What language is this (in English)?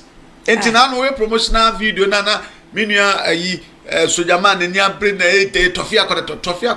Akan